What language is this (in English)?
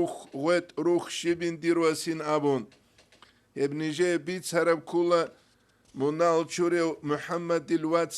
Avaric